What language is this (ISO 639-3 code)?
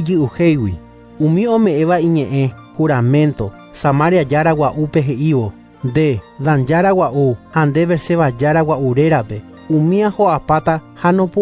grn